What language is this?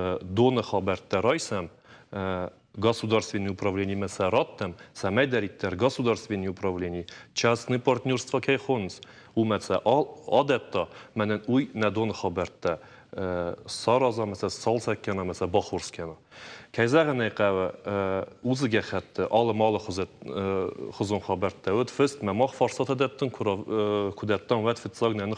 Ossetic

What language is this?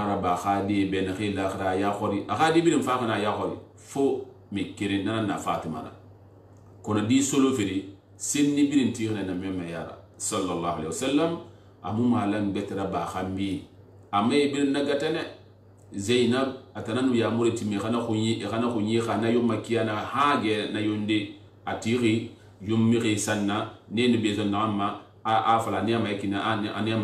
Susu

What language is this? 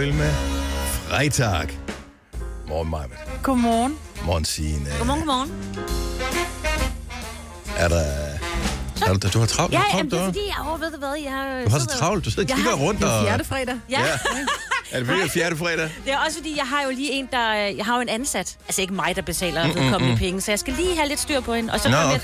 Danish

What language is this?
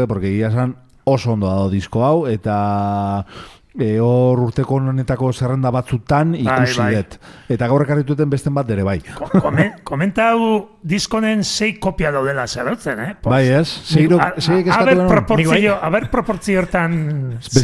Basque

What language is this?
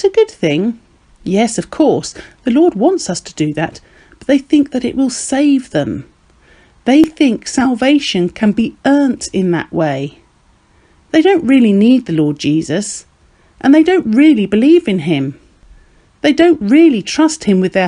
English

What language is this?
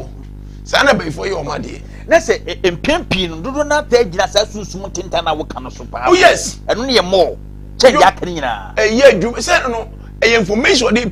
Akan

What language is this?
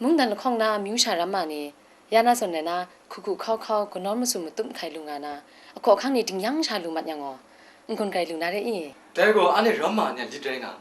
Kachin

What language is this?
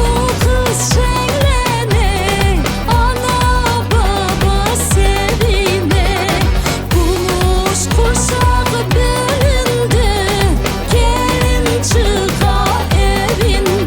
Crimean Tatar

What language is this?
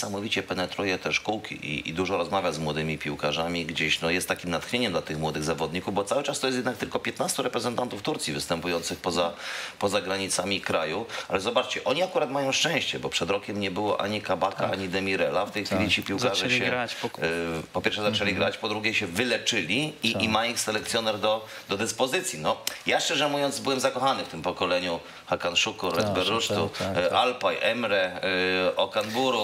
Polish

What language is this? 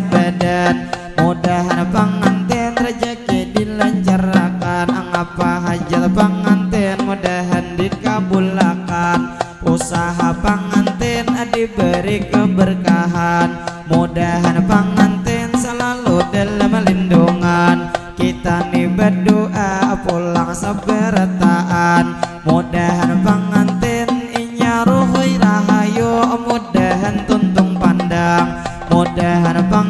Banjar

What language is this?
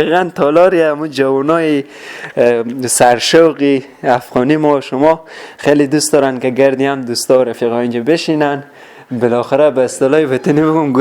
Persian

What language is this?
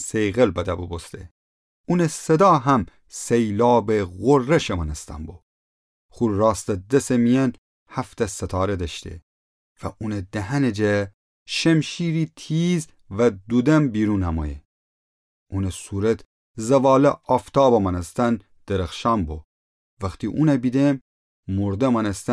Gilaki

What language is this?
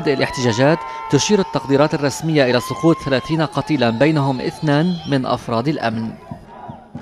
Arabic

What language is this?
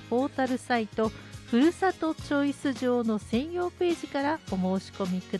Japanese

